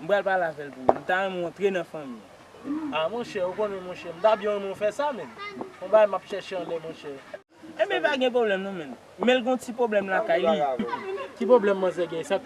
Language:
Haitian Creole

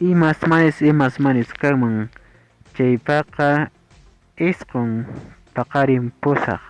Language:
Quechua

